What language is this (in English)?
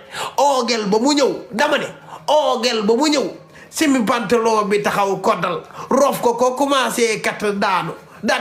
Wolof